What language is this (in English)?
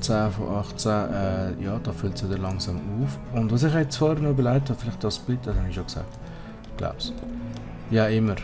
Swiss German